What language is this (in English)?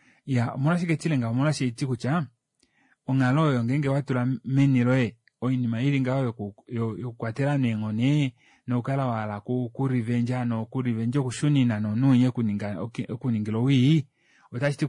Kuanyama